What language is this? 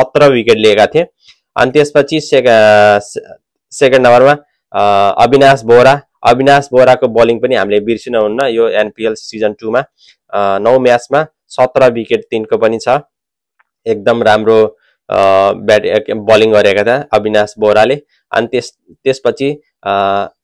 Nepali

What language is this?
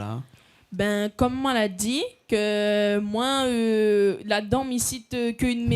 Réunion Creole French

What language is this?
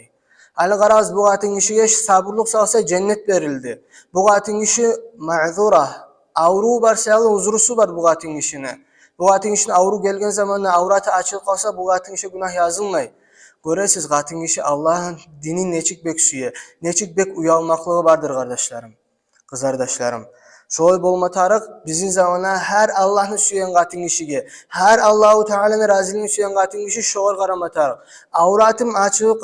Kumyk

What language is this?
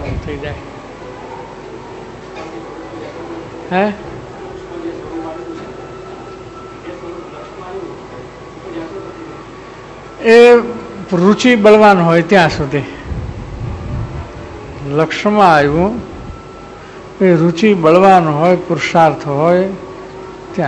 Gujarati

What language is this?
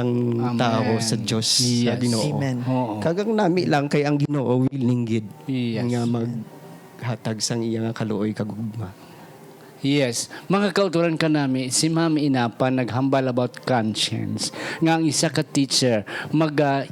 Hiligaynon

